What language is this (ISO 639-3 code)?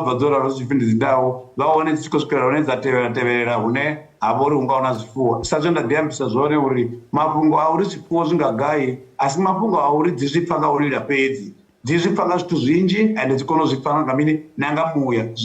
ven